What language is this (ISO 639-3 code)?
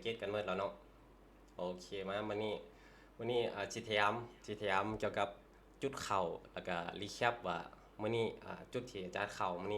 lao